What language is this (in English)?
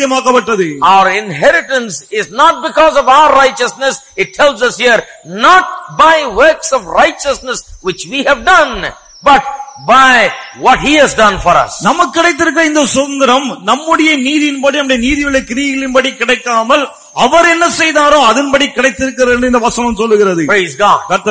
Tamil